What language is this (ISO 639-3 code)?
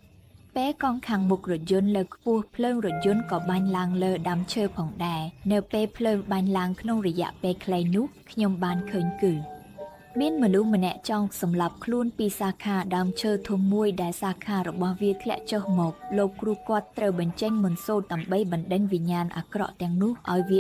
khm